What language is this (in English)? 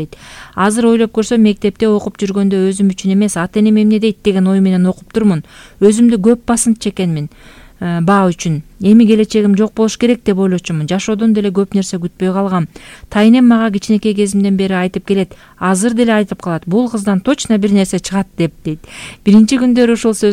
Kyrgyz